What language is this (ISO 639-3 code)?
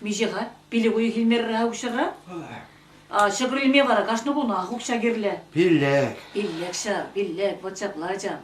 chv